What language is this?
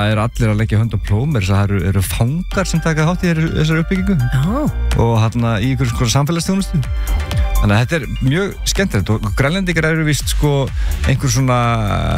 Icelandic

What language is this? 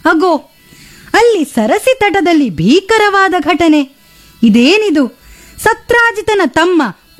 Kannada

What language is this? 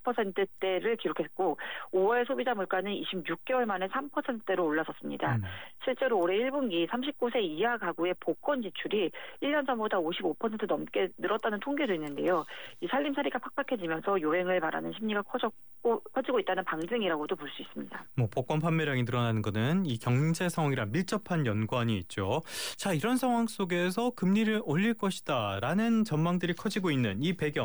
Korean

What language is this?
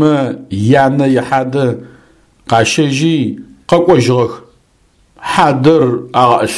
Adyghe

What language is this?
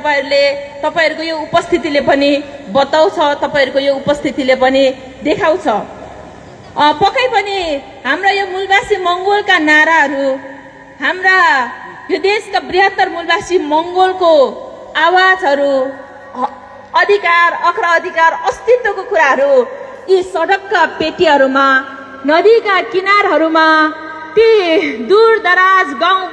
Nepali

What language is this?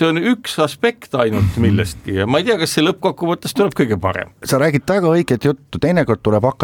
Estonian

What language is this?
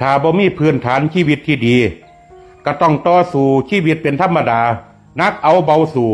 Lao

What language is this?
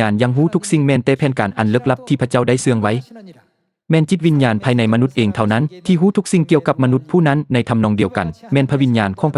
Lao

